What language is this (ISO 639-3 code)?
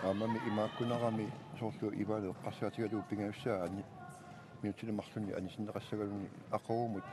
kal